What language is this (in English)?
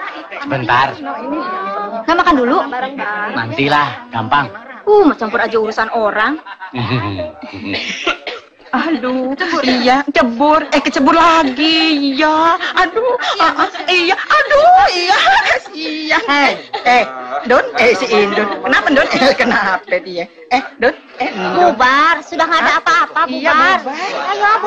Indonesian